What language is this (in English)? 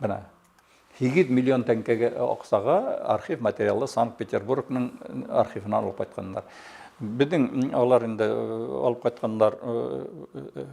Bashkir